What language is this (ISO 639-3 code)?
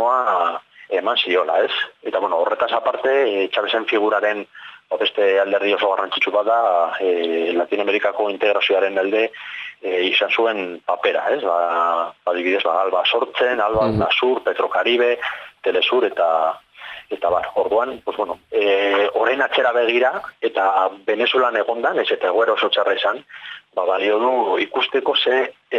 eus